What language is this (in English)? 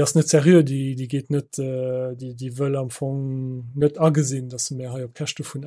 Luxembourgish